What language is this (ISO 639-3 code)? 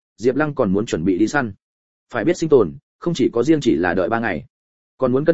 vie